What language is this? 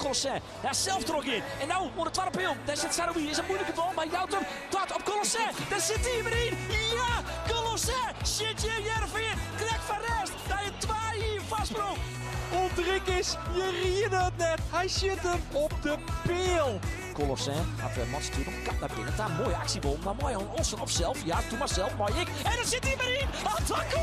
Western Frisian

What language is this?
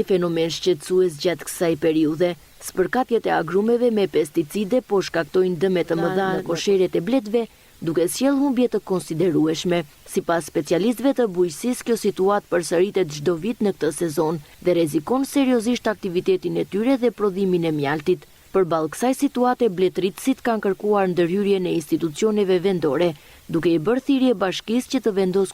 Albanian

